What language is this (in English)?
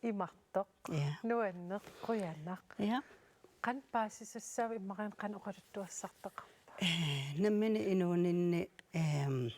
Kalaallisut